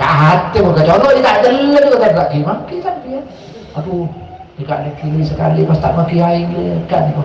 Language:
Madurese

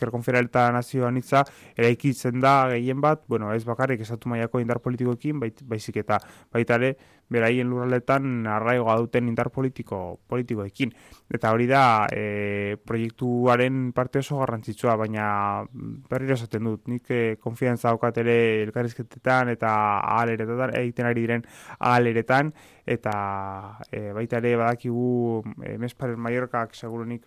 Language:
Basque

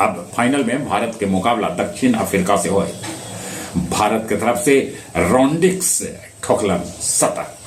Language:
Magahi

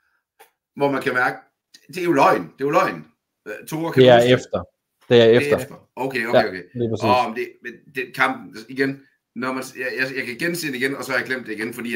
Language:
Danish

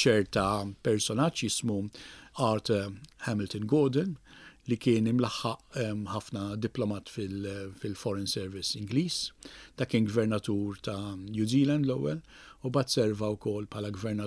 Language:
Maltese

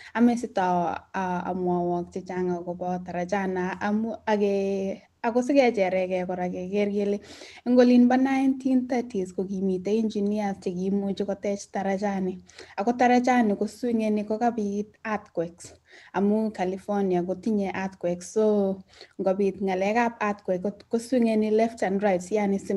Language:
Kalenjin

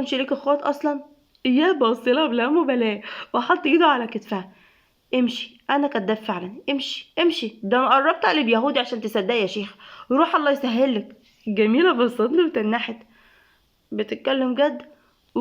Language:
Egyptian Arabic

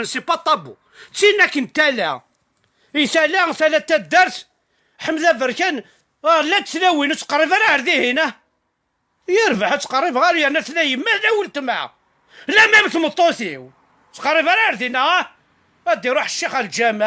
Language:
Kabyle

